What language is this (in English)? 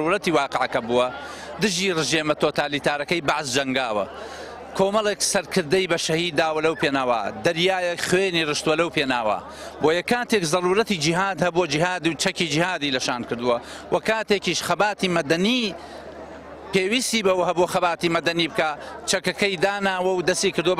Central Kurdish